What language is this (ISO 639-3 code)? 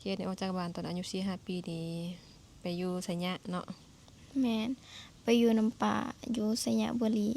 lao